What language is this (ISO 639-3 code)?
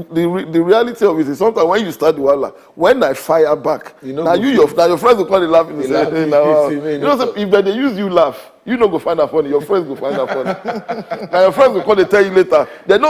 pcm